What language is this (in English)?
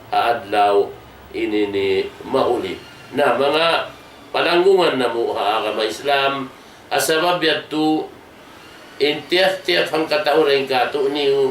Tausug